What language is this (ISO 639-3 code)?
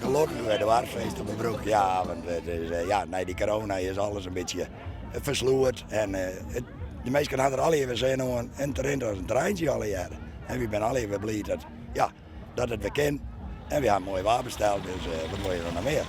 fry